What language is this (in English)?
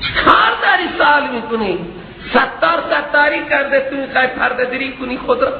Persian